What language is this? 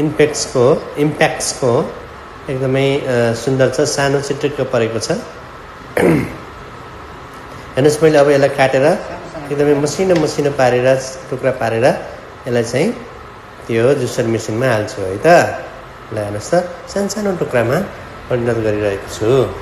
Nepali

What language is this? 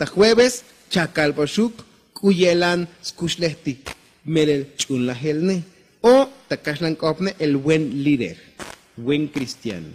Tzotzil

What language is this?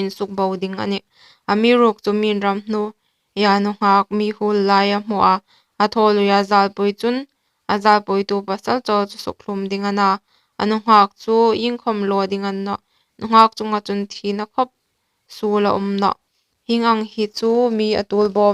Hmar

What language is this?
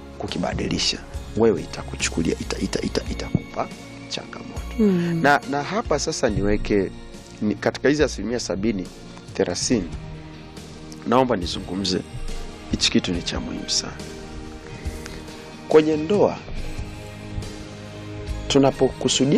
Swahili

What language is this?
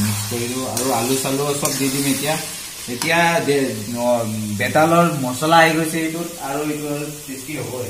Assamese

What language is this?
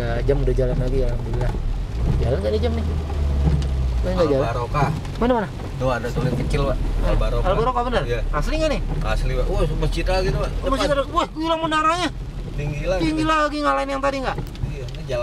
Indonesian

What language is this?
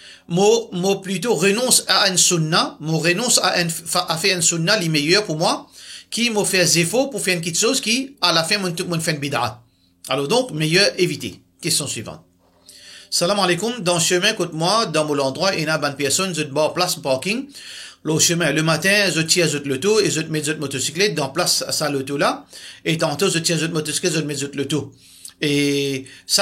Morisyen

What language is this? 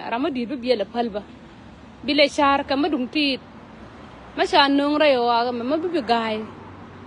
Nuer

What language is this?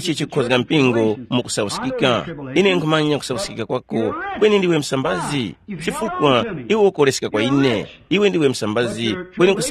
Tumbuka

